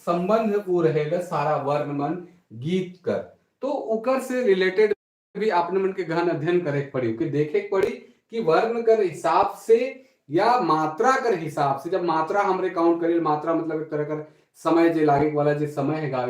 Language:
Sadri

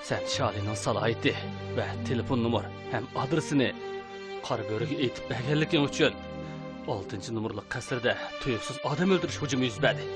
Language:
Uyghur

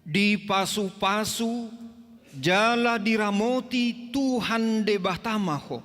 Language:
Batak Toba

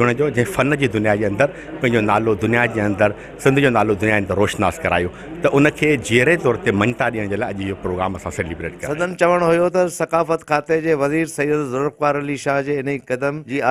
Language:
Sindhi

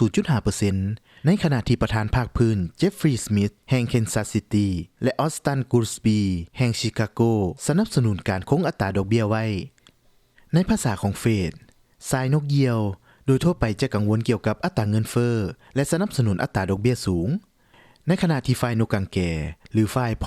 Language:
Lao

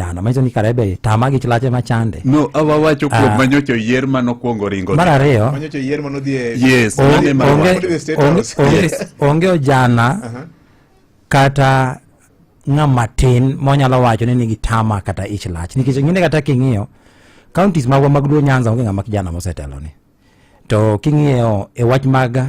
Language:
Luo (Kenya and Tanzania)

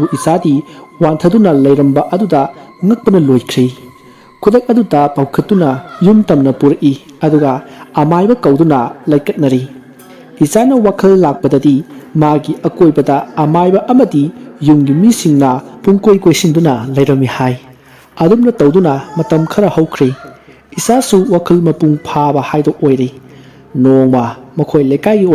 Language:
Manipuri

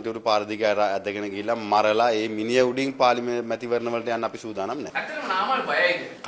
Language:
Sinhala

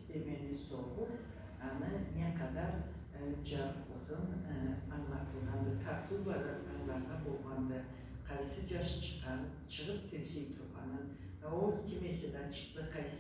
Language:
Karachay-Balkar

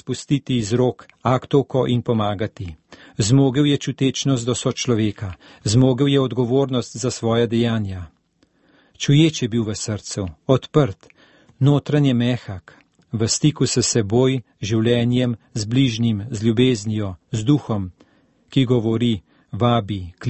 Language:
Slovenian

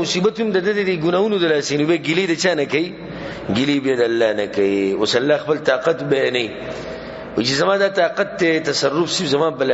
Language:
Pashto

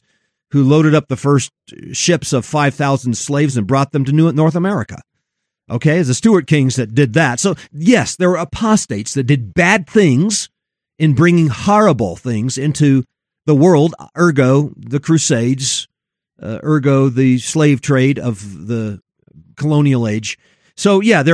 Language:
English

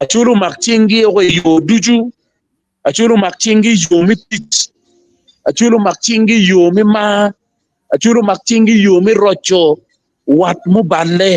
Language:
Acoli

